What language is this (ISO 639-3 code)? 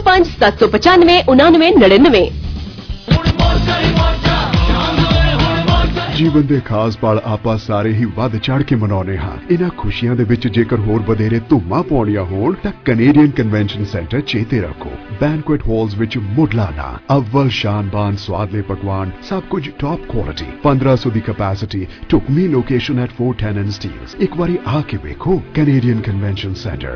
pan